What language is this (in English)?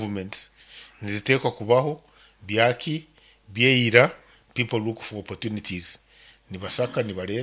Nyankole